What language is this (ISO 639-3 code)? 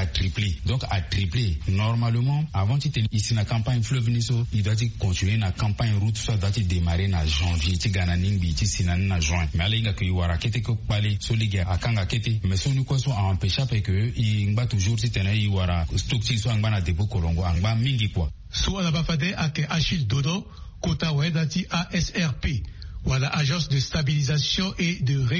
sag